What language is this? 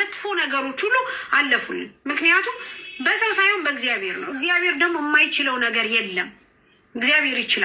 Amharic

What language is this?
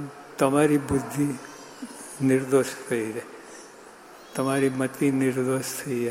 Gujarati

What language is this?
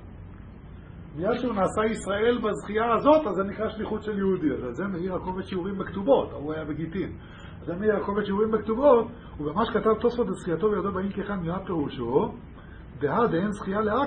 Hebrew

